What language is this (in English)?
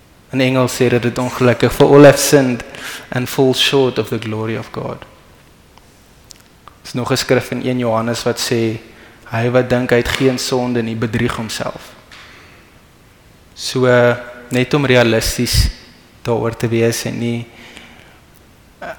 Afrikaans